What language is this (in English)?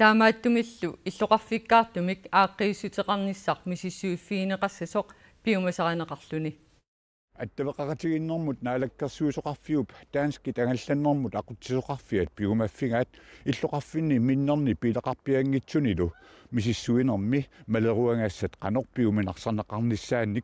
Kalaallisut